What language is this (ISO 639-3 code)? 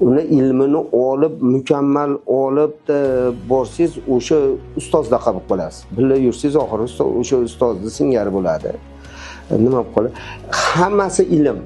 uzb